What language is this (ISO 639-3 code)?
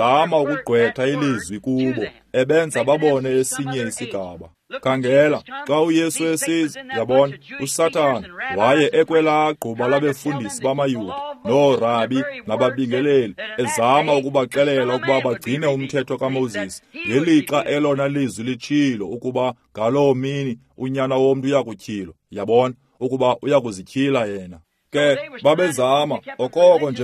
xho